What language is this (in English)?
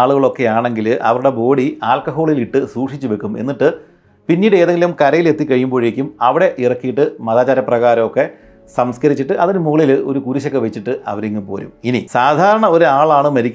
Malayalam